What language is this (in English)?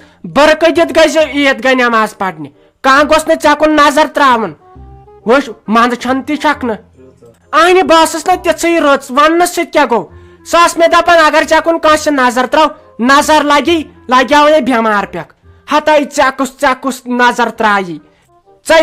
Kashmiri